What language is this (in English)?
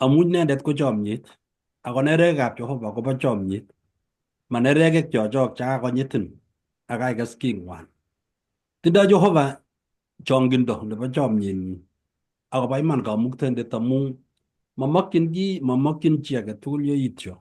Kalenjin